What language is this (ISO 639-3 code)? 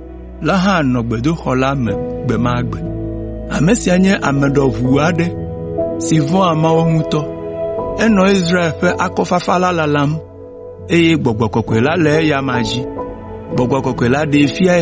ewe